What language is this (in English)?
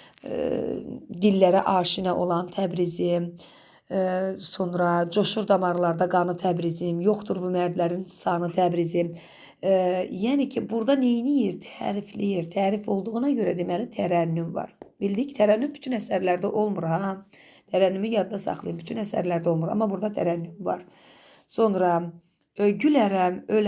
Azerbaijani